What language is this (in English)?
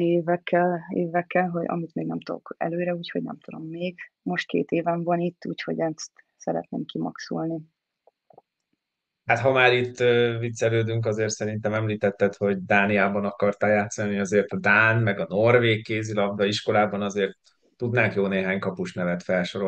Hungarian